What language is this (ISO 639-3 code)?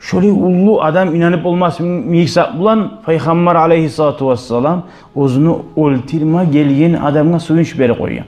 kum